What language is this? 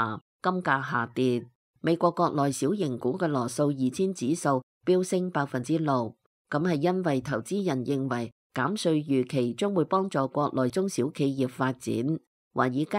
Cantonese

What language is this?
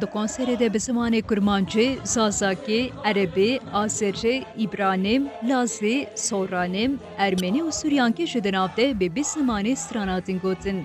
Kurdish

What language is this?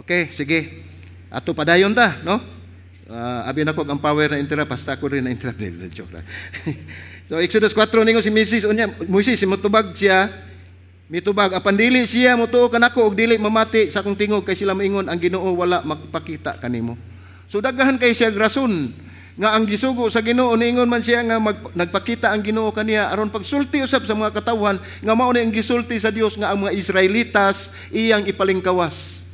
Cebuano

